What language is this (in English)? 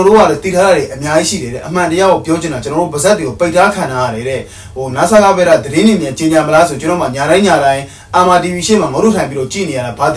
Burmese